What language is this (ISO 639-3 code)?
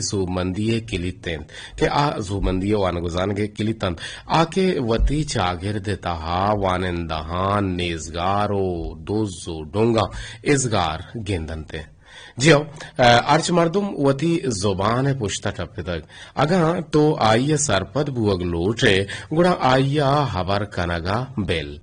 bgp